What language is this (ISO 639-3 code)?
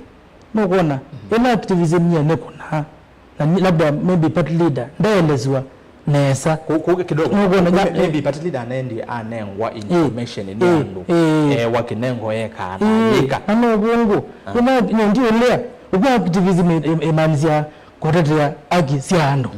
kam